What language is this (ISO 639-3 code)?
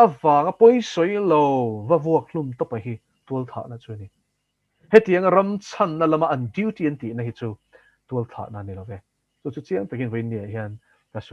lus